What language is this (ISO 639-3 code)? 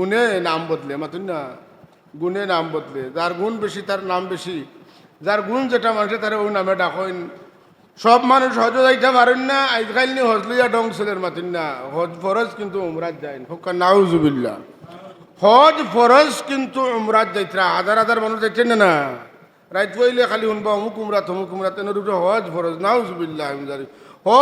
syl